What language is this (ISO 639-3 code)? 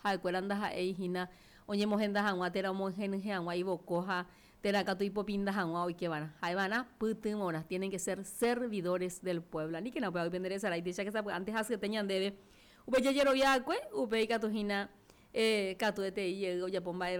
grn